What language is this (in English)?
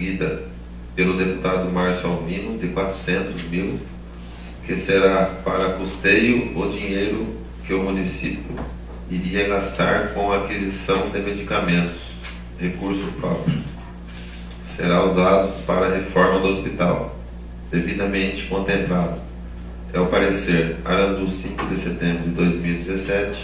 Portuguese